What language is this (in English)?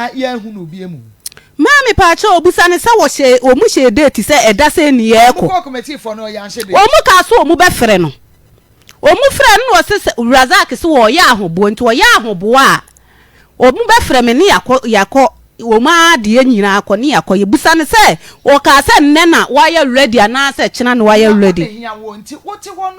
Akan